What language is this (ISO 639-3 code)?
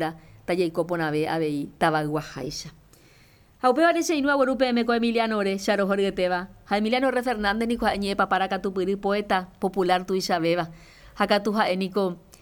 grn